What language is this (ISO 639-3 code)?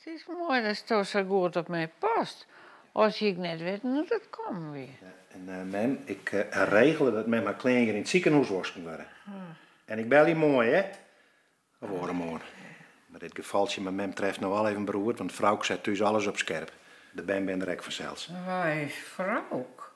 fry